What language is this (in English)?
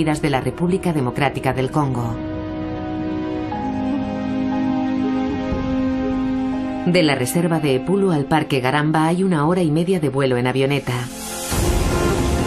Spanish